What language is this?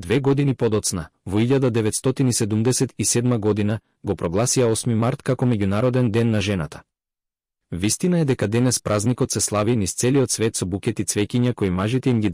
Macedonian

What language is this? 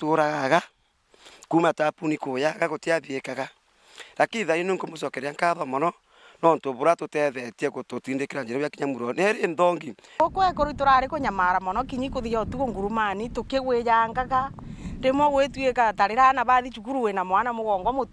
Meru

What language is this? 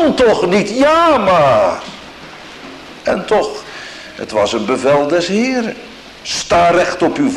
Dutch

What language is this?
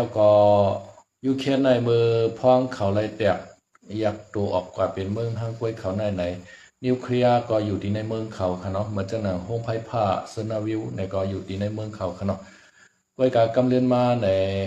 Shan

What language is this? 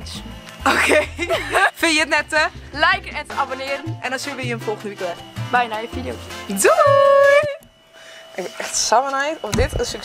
Western Frisian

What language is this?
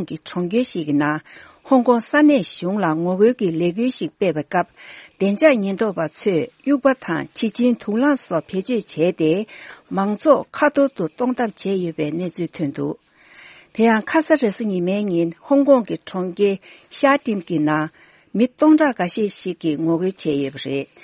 Tibetan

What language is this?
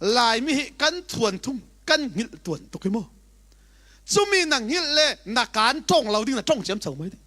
Falam Chin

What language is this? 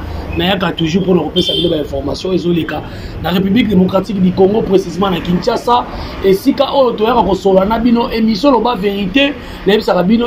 Lingala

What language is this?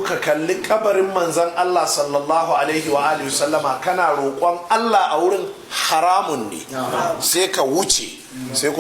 Hausa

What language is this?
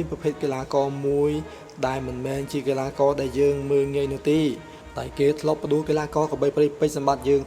Khmer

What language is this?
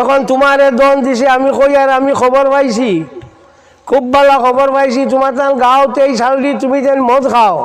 Sylheti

